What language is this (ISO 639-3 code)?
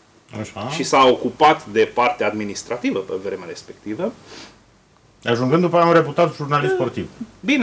ron